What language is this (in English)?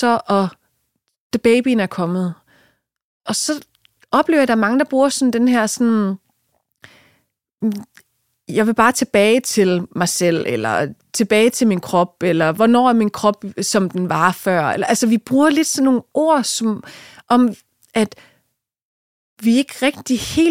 Danish